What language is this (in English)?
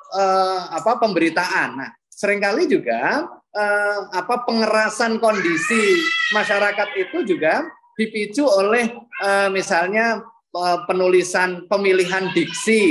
Indonesian